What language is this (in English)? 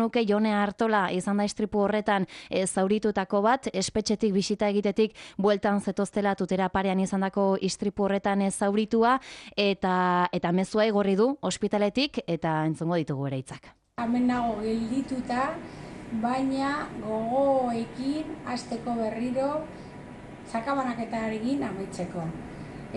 Basque